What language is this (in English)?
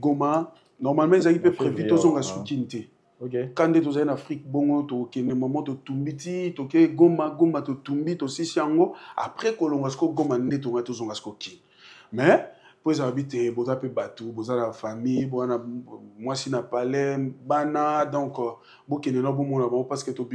Lingala